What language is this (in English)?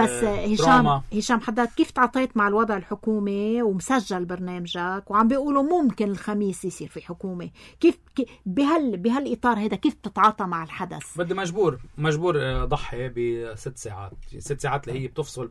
North Levantine Arabic